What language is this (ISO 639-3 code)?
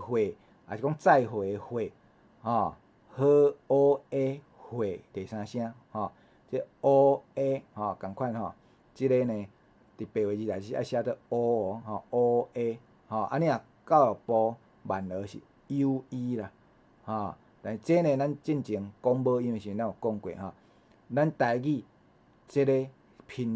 nan